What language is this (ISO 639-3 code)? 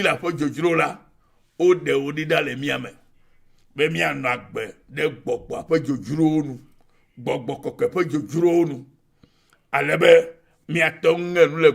ewe